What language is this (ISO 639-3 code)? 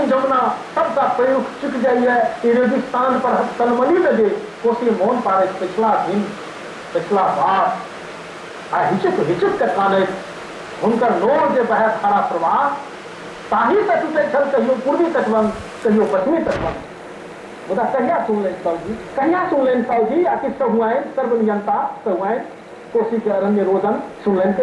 mai